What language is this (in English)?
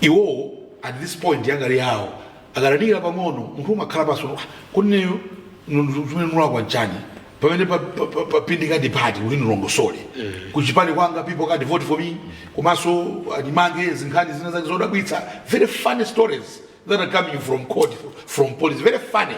Nyanja